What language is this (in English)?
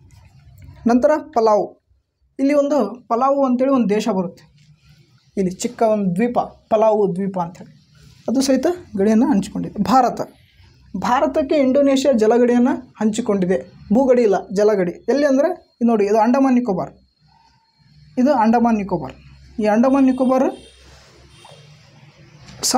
Kannada